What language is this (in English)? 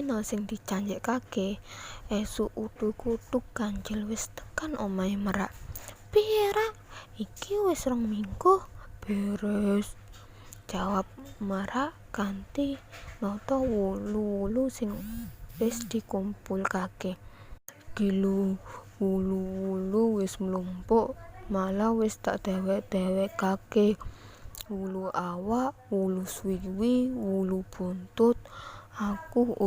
Javanese